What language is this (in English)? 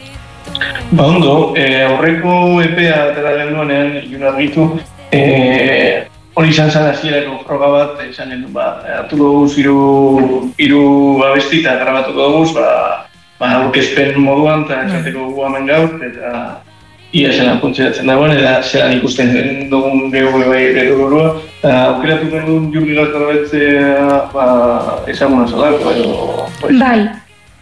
Basque